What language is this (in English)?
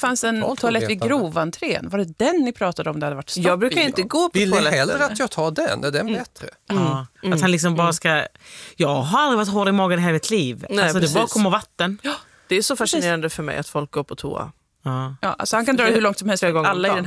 Swedish